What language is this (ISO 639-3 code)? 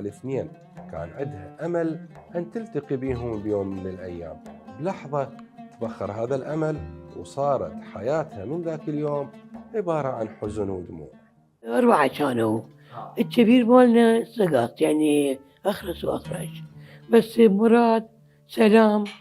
acm